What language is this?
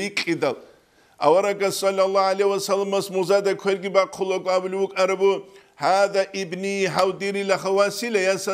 Avaric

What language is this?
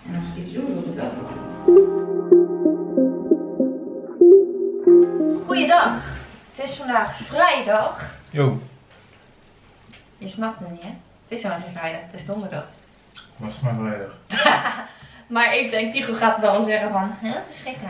Dutch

